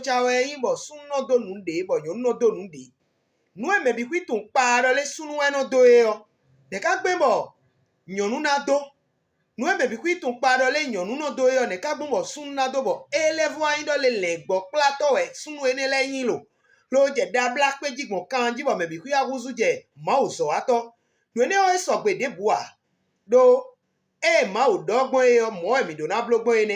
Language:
Fon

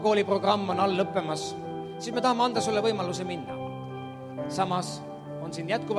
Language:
Estonian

